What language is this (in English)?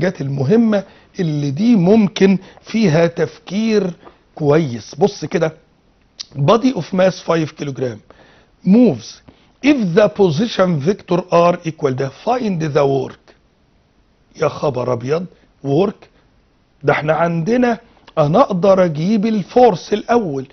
Egyptian Arabic